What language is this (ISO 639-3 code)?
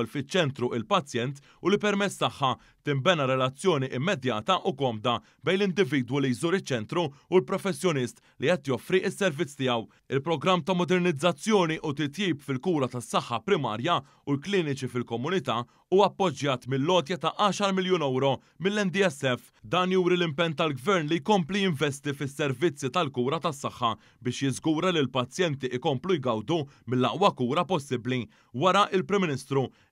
mlt